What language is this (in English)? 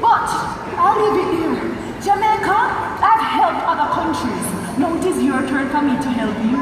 Jamaican Creole English